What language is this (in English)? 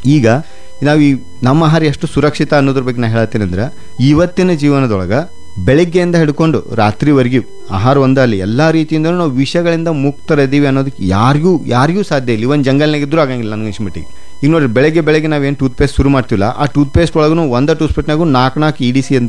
Kannada